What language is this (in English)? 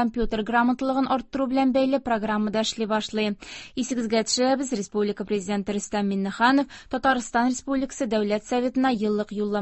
Tatar